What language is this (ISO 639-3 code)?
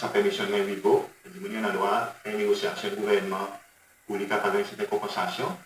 crs